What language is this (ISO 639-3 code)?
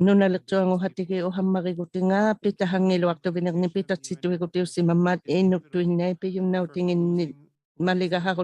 iku